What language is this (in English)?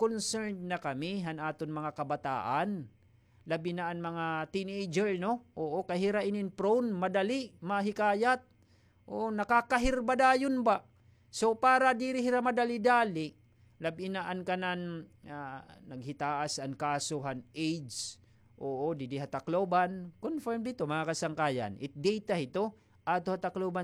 Waray